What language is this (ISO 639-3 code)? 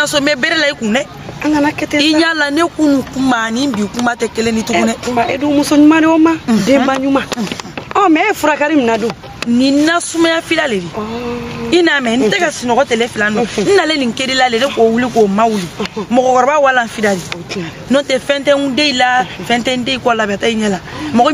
bam